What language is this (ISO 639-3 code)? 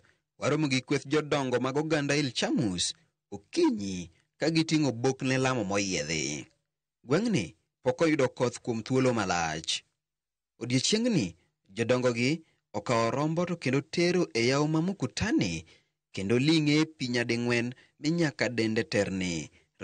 luo